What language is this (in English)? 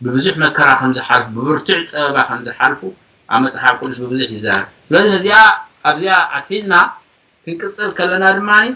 Tigrinya